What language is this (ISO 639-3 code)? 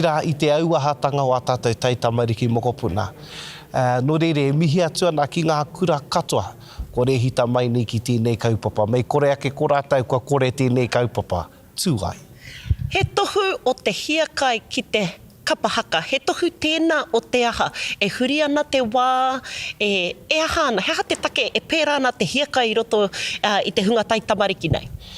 mri